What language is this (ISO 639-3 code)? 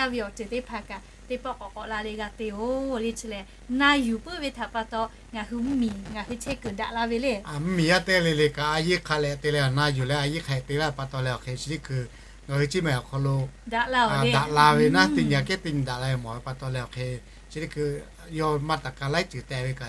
lhu